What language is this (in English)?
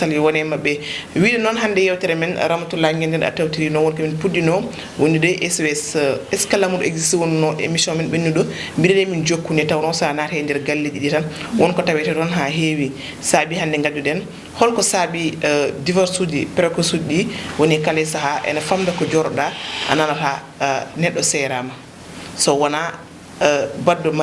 Fula